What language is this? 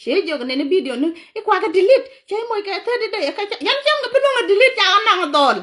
Nuer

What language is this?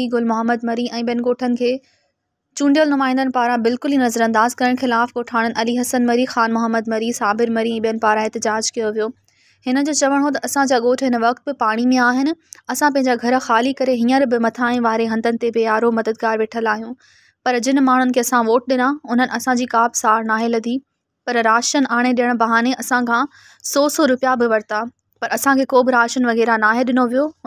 Sindhi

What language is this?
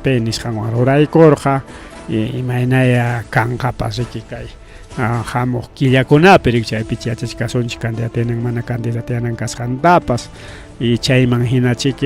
Ayacucho Quechua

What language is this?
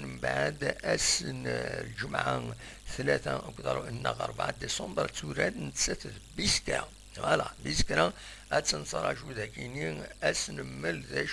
Kabyle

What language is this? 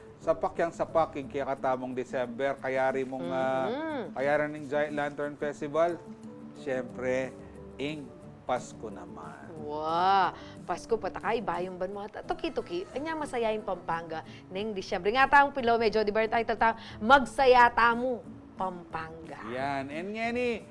Pampanga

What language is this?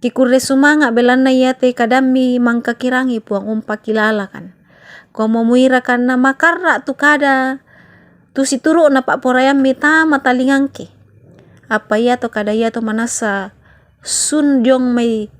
Toraja-Sa'dan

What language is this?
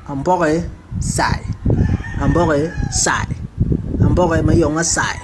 Basaa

